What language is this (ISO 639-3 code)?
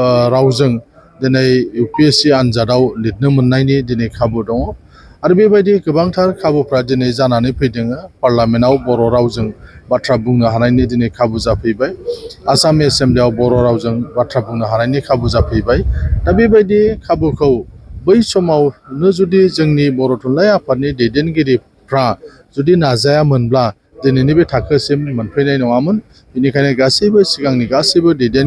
brx